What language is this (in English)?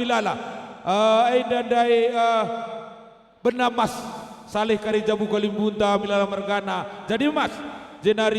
Batak Karo